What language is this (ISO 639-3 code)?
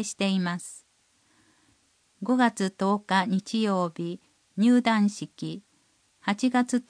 jpn